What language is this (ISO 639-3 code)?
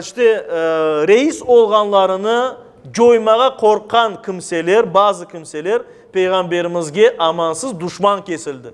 crh